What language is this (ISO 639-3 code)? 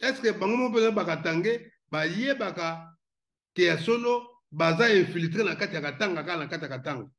lin